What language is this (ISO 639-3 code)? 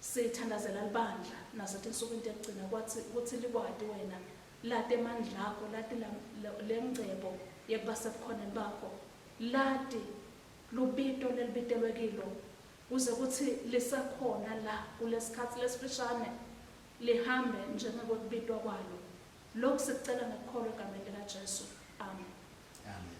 ssw